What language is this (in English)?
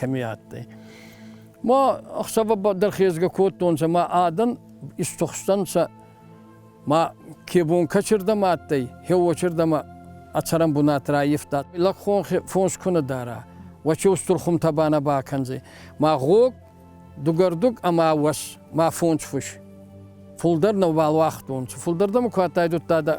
Ossetic